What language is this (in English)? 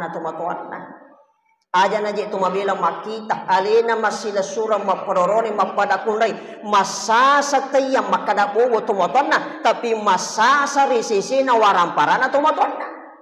Buginese